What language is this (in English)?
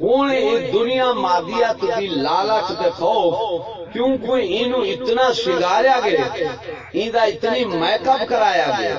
Saraiki